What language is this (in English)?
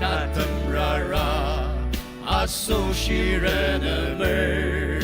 Ao Naga